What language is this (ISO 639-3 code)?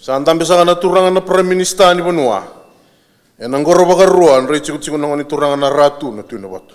fij